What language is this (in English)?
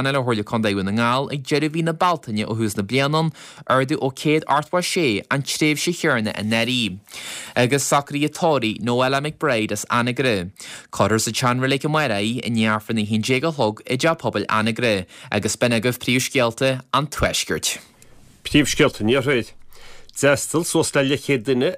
Irish